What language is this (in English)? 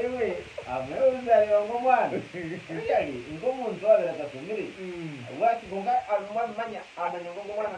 Nyankole